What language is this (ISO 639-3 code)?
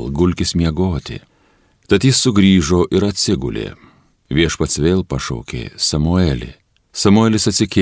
lit